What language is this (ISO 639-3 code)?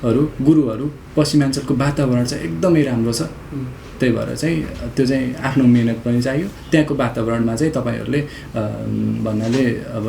nep